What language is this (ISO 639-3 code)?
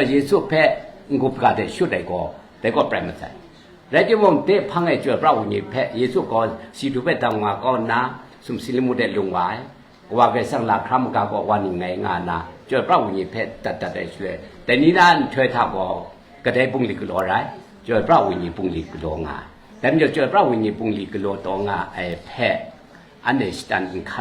kac